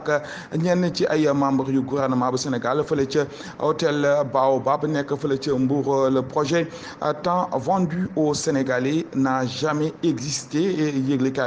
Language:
Wolof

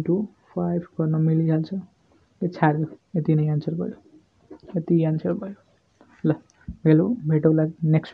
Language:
Nepali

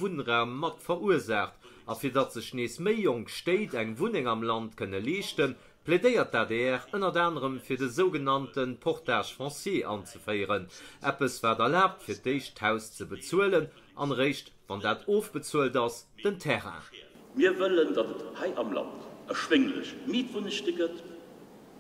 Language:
Luxembourgish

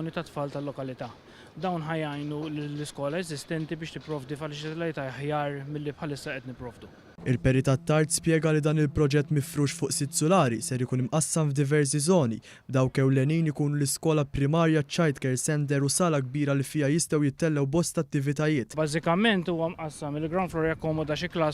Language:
Maltese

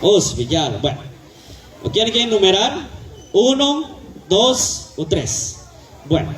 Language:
Kekchí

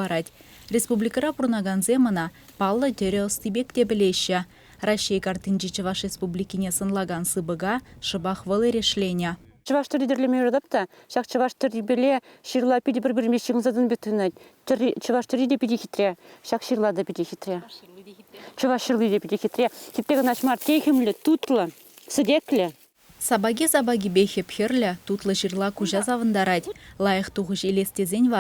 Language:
Chuvash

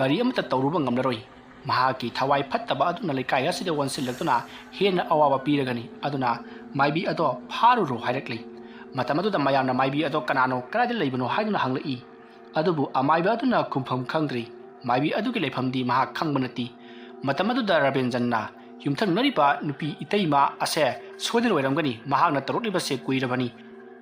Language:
Manipuri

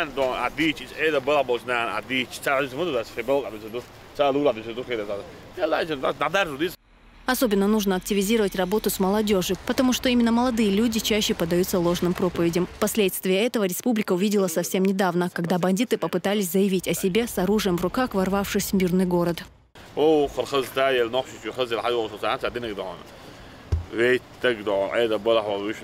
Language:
Chechen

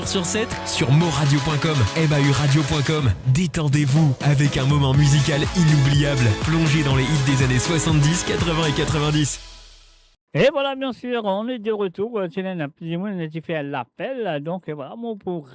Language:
Morisyen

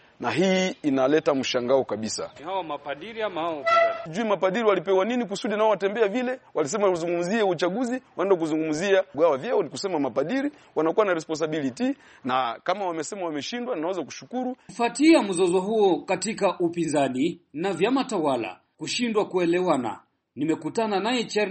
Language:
Swahili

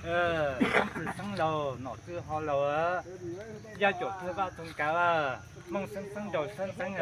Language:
Hmong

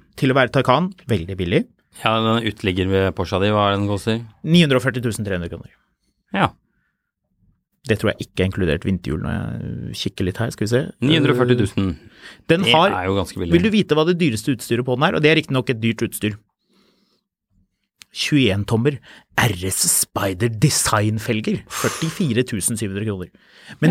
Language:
Norwegian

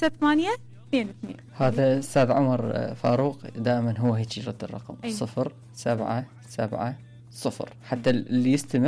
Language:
Mesopotamian Arabic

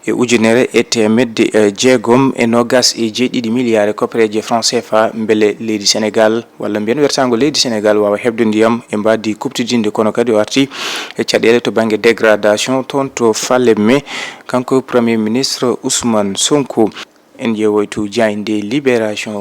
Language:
Fula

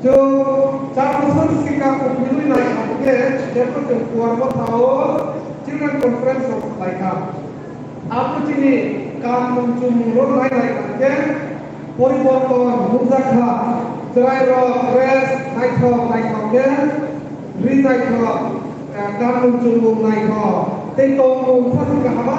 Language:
Kok Borok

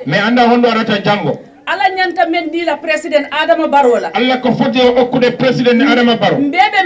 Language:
Fula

